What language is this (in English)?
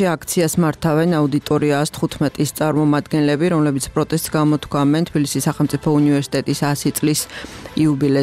Georgian